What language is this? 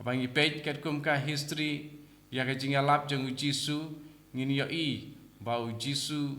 Khasi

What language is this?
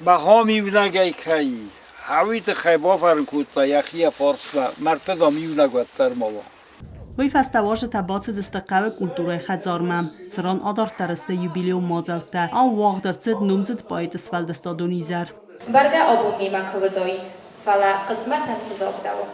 Ossetic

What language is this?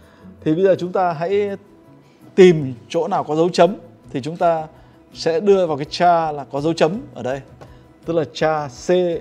Vietnamese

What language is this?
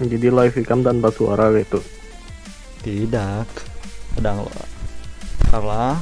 Banjar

